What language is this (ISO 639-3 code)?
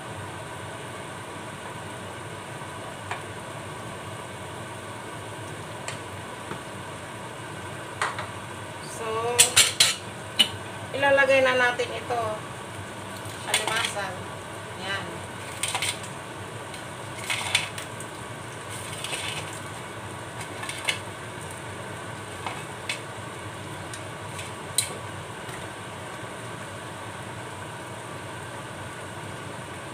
fil